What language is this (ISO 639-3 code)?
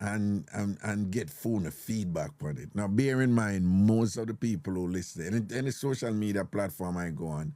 jam